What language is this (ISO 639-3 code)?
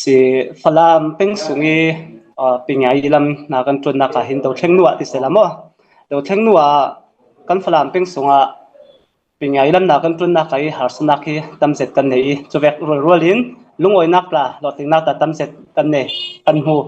cnh